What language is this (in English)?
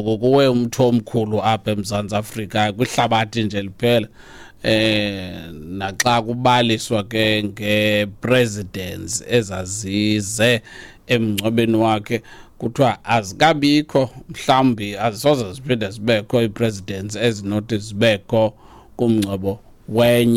Xhosa